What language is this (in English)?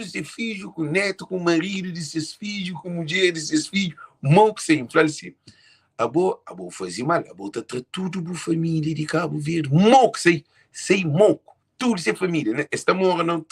Kabuverdianu